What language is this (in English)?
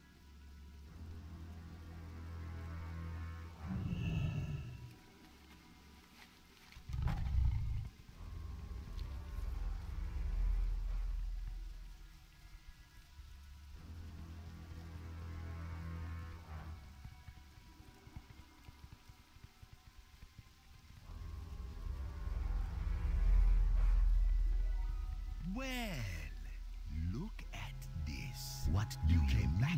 English